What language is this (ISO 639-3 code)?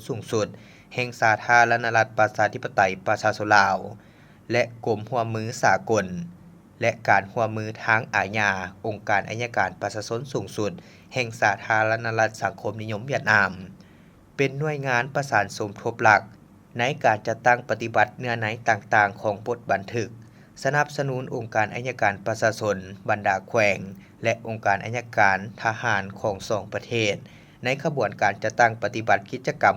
lao